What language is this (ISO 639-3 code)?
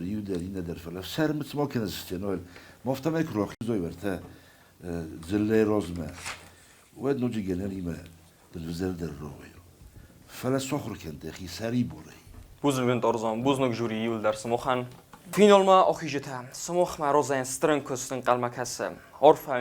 oss